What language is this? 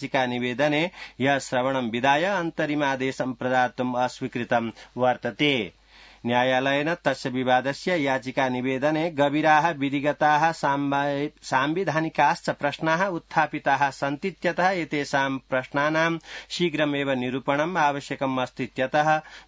Sanskrit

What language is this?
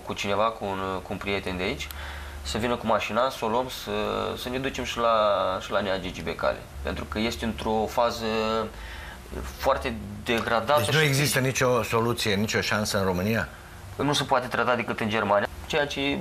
Romanian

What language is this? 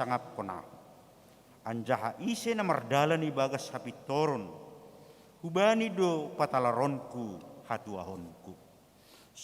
Batak Simalungun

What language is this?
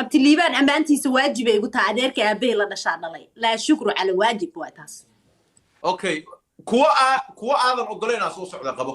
Somali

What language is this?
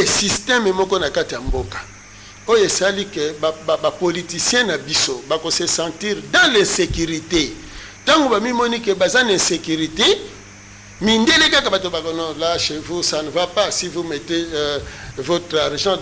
Lingala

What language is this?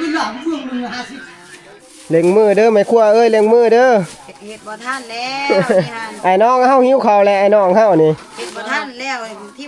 Northeastern Thai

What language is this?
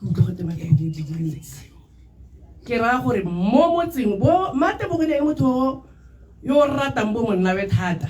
Tswana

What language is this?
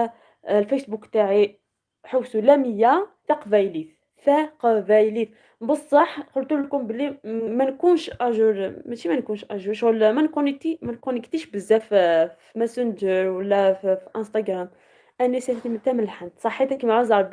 Algerian Arabic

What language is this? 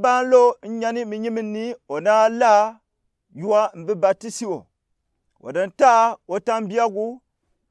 Gourmanchéma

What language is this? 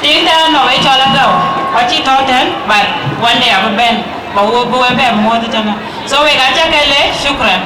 Dinka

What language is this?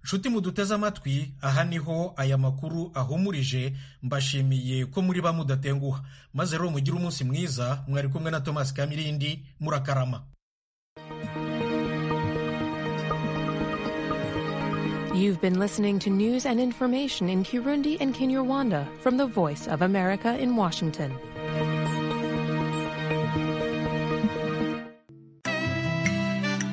Kinyarwanda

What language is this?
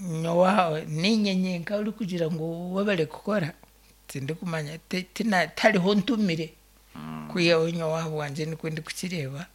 Nyankole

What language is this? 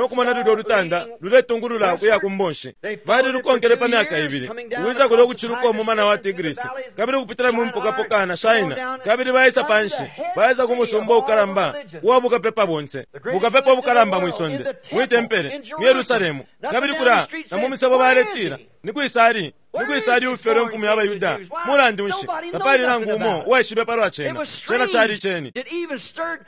Bemba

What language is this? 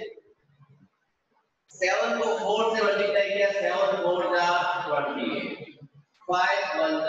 Hindi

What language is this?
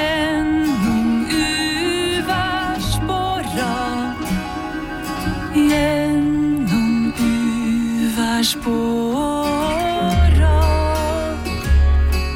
Norwegian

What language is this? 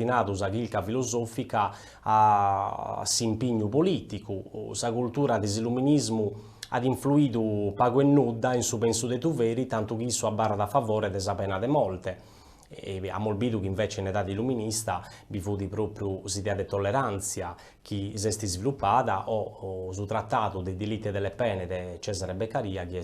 Sardinian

